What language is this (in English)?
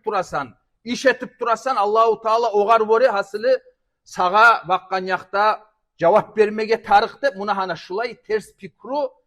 Kumyk